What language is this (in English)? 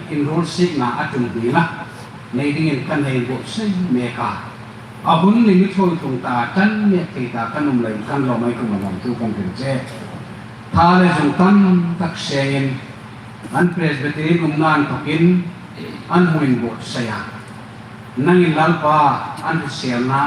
Hmar